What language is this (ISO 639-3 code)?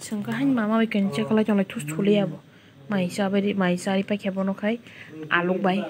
trp